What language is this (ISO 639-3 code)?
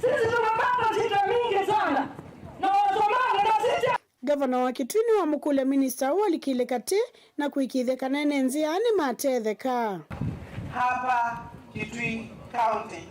kam